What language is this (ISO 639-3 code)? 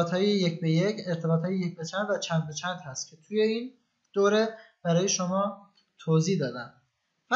fas